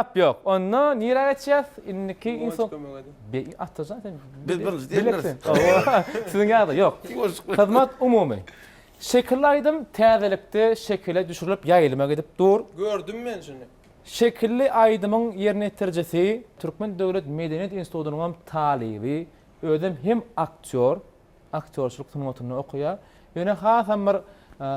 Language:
Turkmen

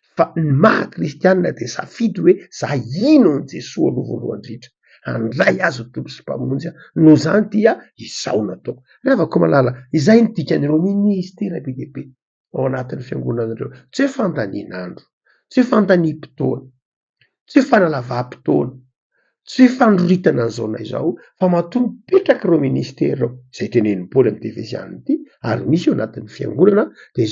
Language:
Malagasy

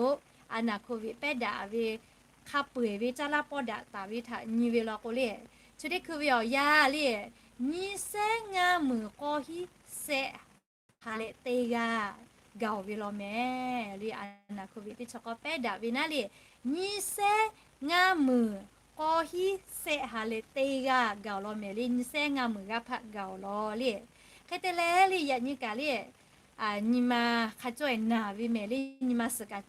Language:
Lahu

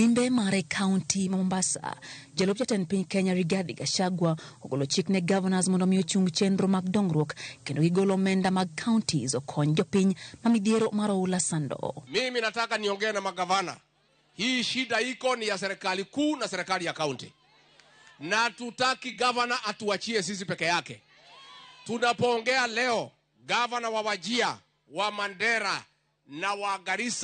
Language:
Luo (Kenya and Tanzania)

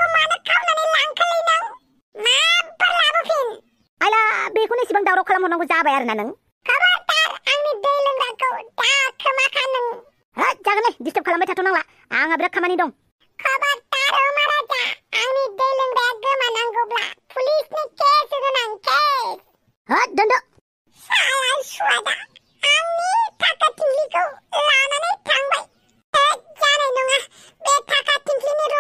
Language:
Bodo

